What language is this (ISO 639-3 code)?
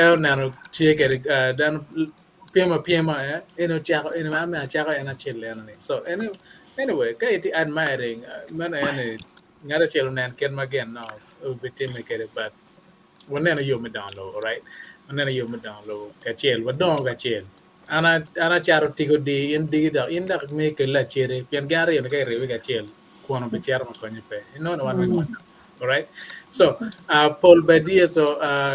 ach